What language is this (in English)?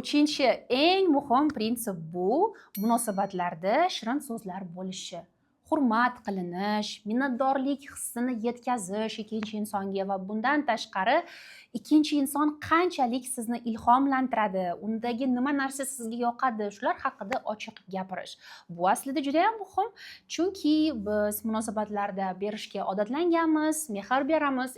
Uzbek